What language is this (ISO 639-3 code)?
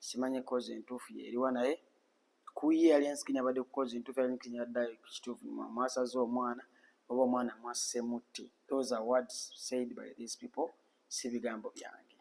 lug